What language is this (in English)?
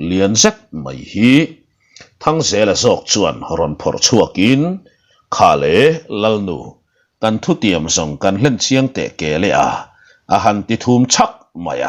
Mizo